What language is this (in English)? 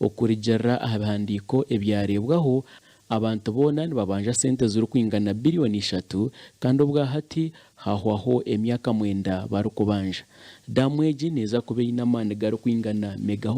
Nyankole